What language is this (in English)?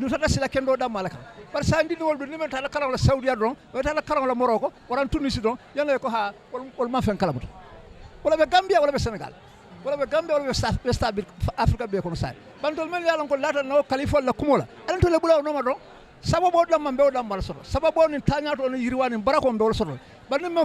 Fula